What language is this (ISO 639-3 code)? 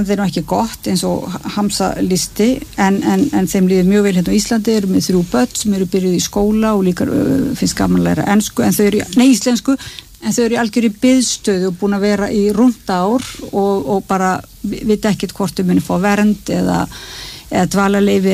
isl